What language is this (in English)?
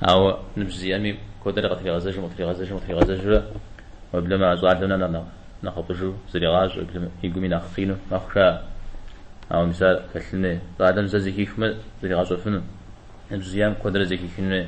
Kabardian